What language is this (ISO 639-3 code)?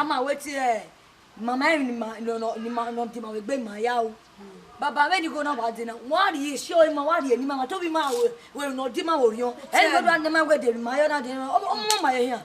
bin